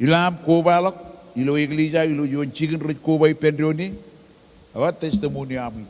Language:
Marshallese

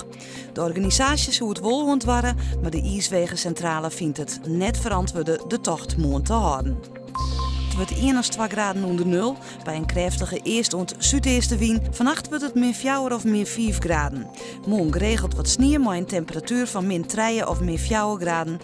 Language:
Western Frisian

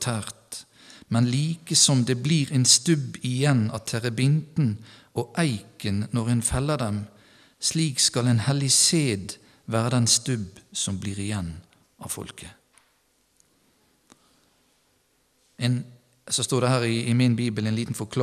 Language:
Norwegian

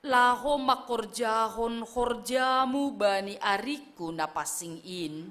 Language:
Batak Simalungun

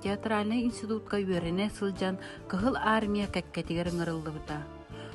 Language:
Yakut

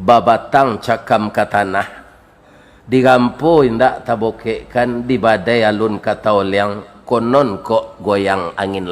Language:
Minangkabau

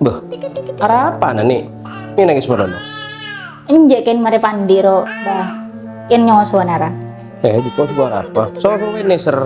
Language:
Madurese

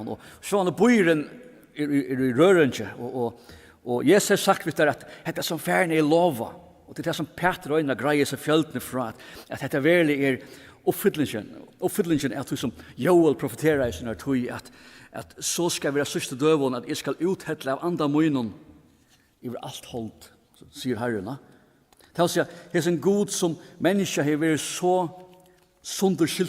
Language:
Faroese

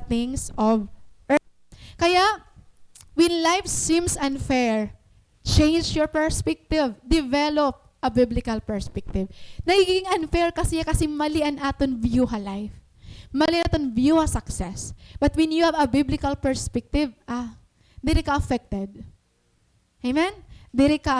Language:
Waray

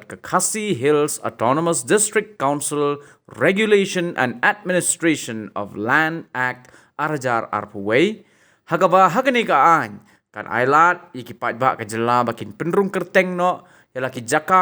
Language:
Khasi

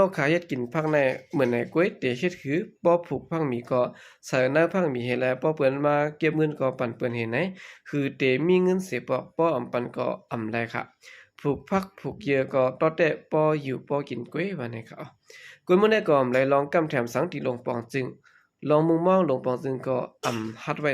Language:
Shan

